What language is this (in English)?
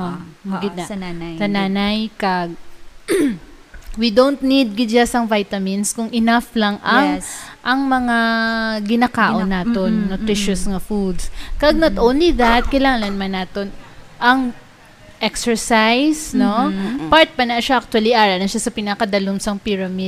Hiligaynon